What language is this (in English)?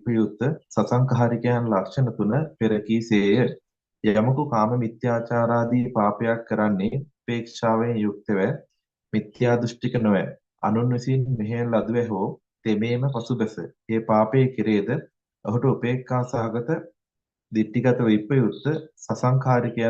Sinhala